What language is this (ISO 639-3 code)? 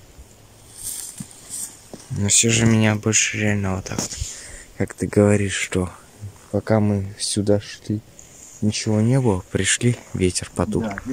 rus